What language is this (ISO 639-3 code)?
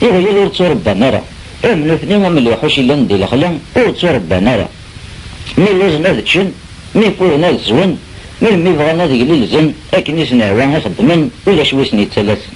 kab